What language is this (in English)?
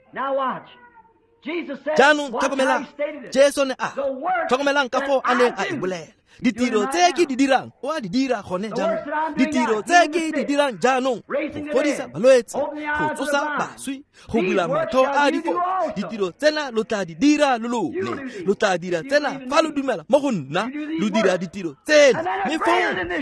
Tswana